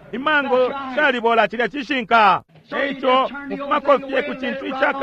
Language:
Bemba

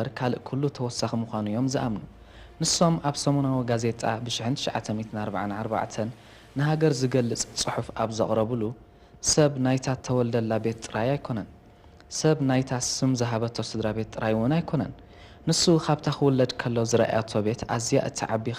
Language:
Tigrinya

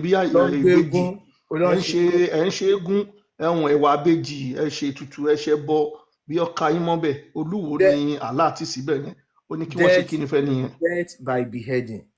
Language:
Yoruba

